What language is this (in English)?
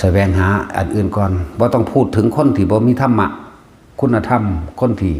Northeastern Thai